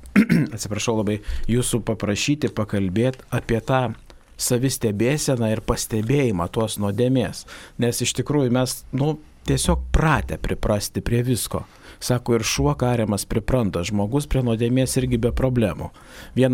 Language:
Lithuanian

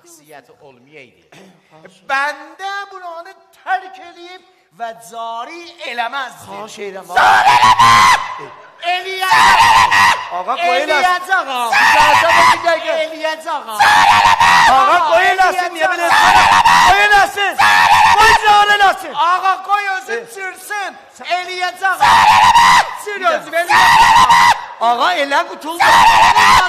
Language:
South Azerbaijani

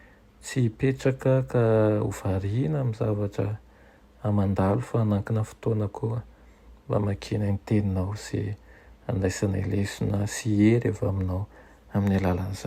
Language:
Malagasy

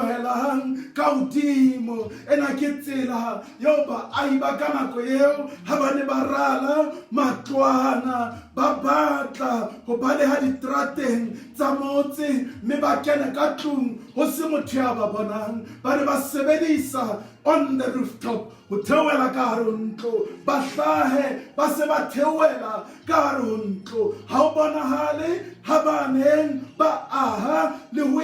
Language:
Southern Sotho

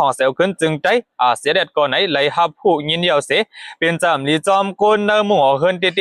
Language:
Shan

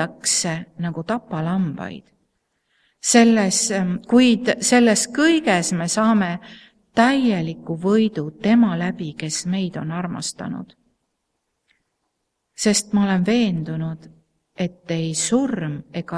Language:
Estonian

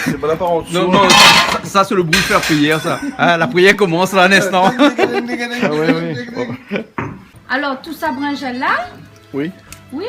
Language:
Réunion Creole French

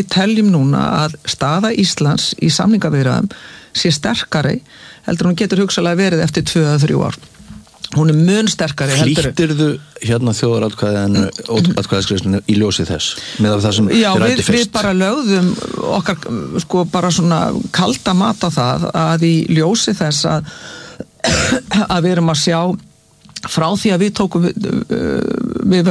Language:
Icelandic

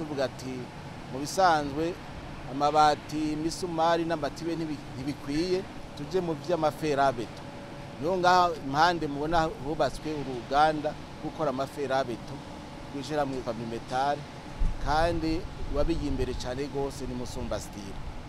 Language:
Rundi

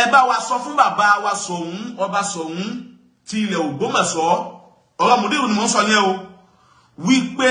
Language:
Yoruba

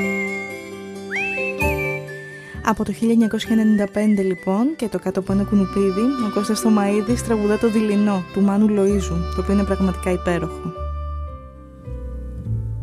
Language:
Greek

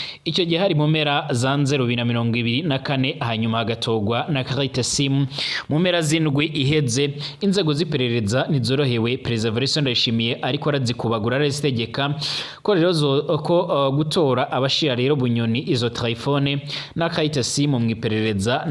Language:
Rundi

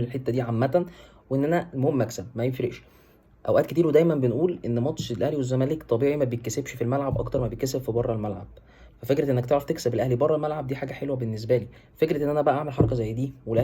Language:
Egyptian Arabic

